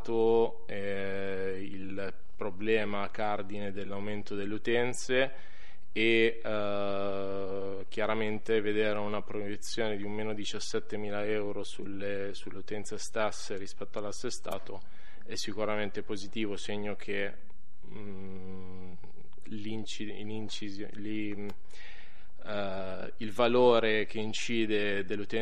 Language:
Italian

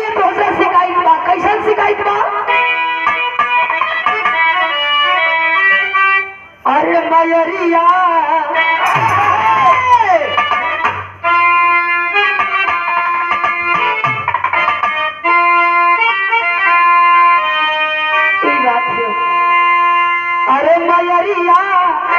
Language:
Bhojpuri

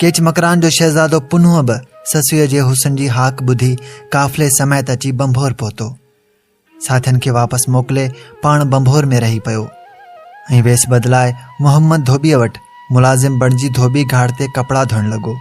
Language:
Sindhi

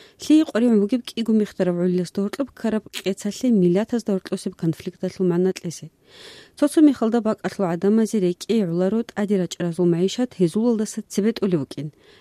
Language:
Avaric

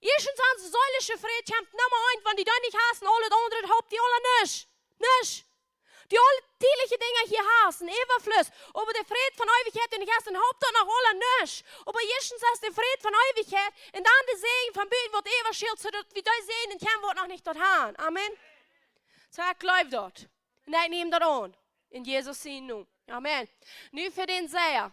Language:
Plautdietsch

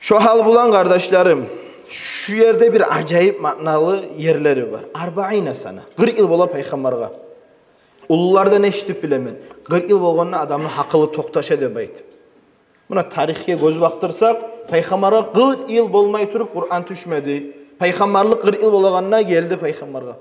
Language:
Kumyk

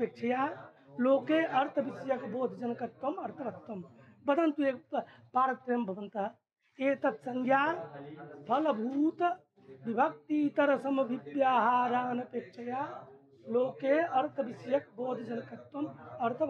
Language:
Sanskrit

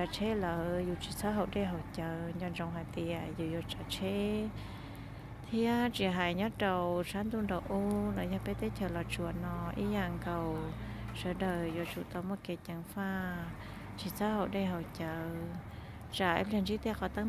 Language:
Hmong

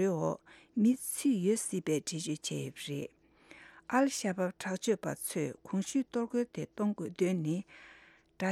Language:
Tibetan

